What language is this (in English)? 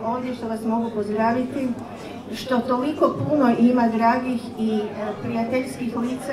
Croatian